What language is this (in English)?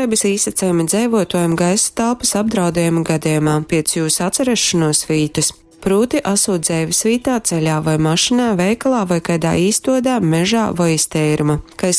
Latgalian